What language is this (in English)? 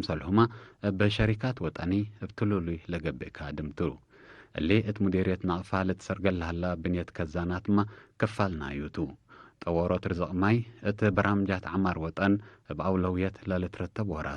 Tigre